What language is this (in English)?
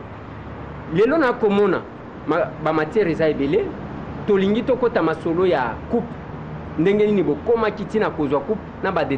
Lingala